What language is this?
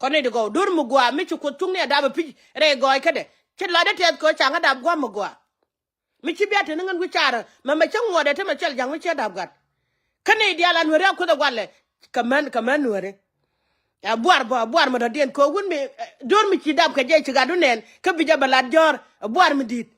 Nuer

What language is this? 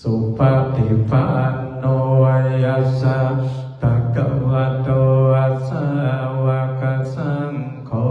Pali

